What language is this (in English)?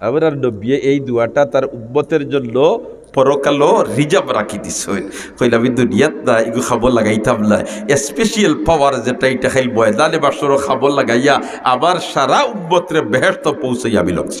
Sylheti